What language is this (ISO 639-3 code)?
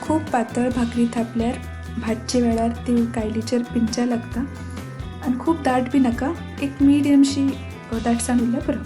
kok